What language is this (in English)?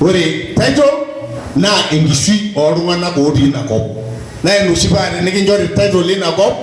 Masai